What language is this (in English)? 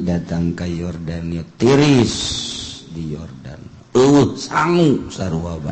Sundanese